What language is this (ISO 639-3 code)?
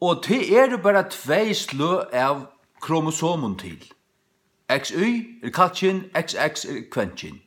fao